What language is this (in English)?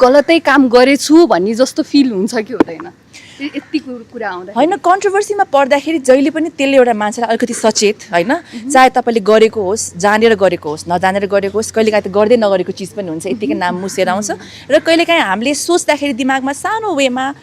Nepali